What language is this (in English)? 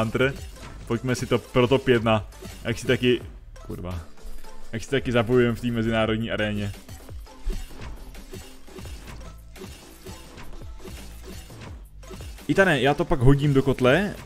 Czech